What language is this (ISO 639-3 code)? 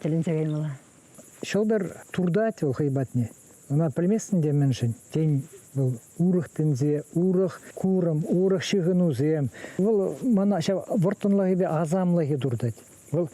chv